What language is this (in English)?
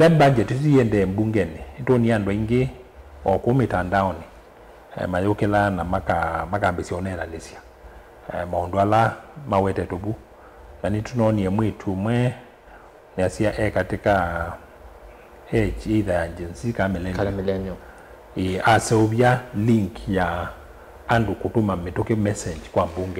Kamba